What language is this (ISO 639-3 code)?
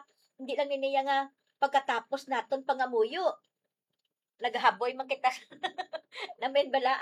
hil